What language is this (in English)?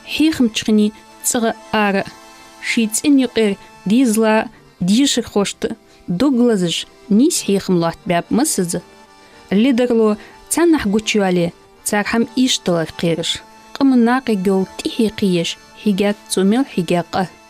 Ingush